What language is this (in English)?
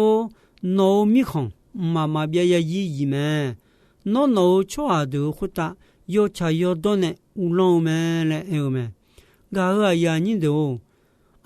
Akha